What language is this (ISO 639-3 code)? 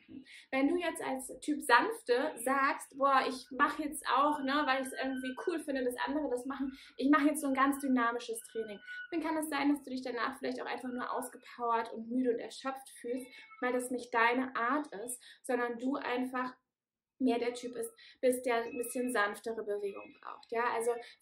deu